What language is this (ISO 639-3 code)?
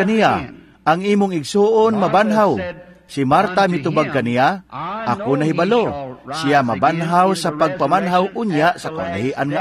ceb